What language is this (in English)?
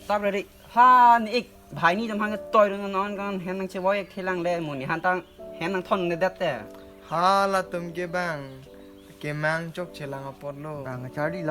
Karbi